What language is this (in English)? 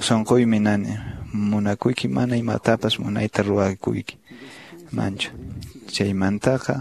Quechua